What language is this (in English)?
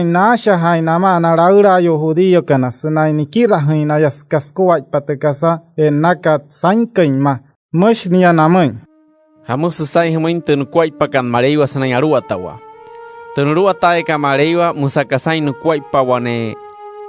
Wayuu